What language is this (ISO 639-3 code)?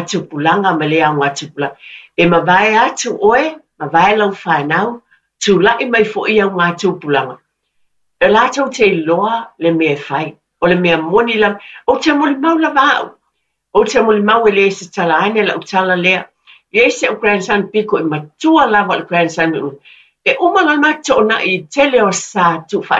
smo